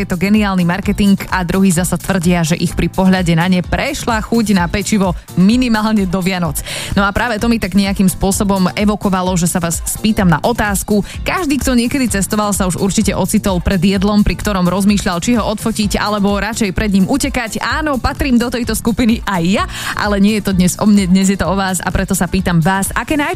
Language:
Slovak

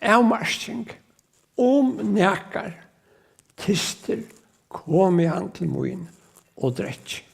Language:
Faroese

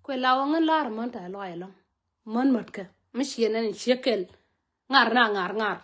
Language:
Nuer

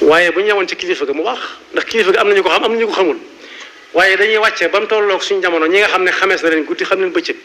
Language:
Wolof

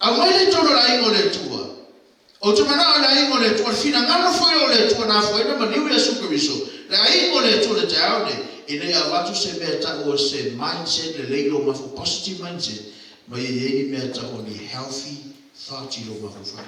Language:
Samoan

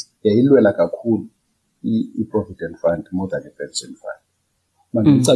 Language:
Xhosa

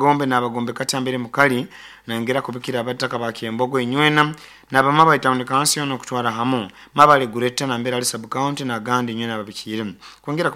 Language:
Nyoro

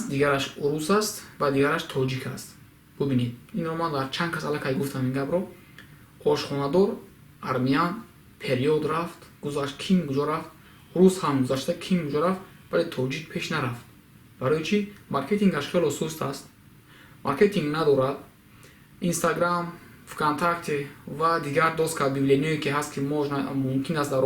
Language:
Tajik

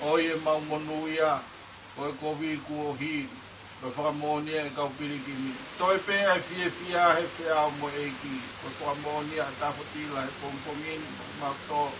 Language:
Tongan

